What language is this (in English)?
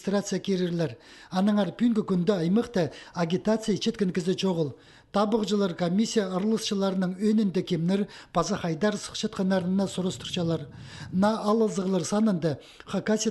Khakas